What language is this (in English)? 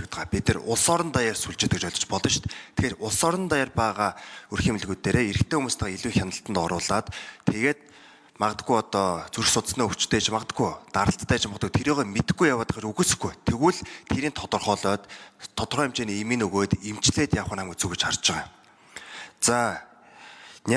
Mongolian